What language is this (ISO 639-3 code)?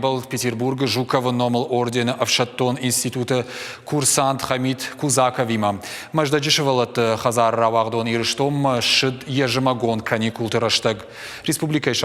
oss